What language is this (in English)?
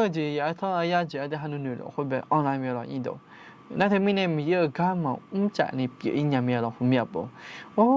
Akha